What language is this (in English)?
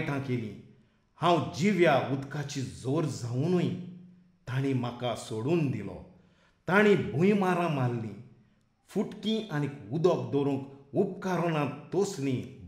Konkani